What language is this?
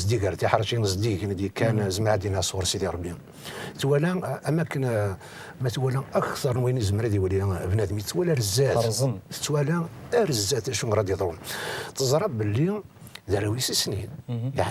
Kabyle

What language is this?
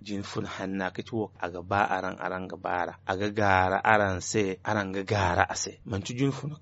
Zarma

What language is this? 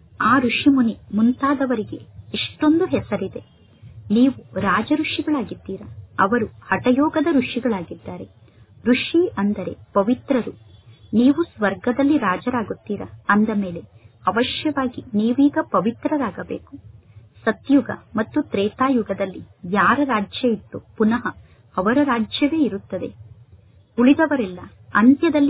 Kannada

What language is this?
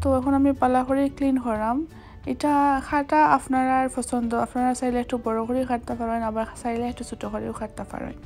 Sylheti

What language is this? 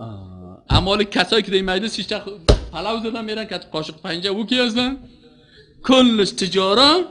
Persian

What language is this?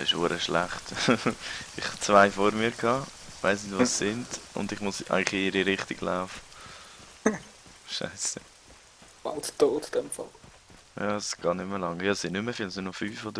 Swiss German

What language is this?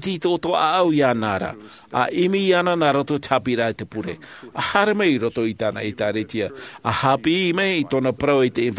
Tahitian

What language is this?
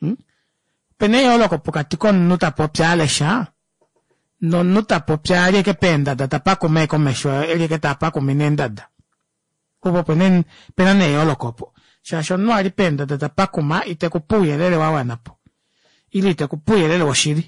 Kuanyama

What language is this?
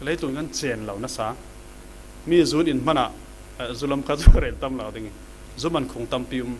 Falam Chin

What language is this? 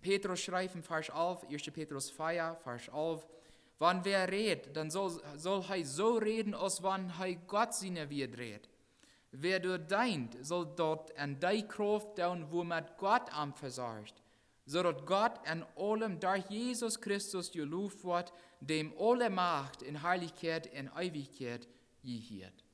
Plautdietsch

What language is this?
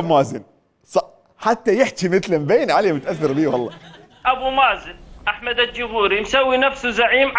Mesopotamian Arabic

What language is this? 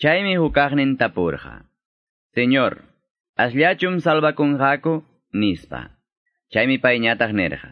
Quechua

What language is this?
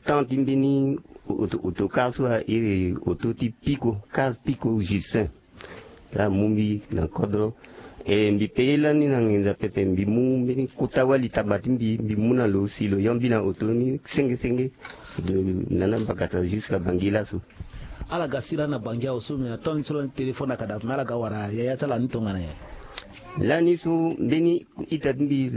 Sango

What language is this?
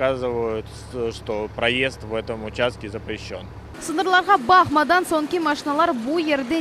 Crimean Tatar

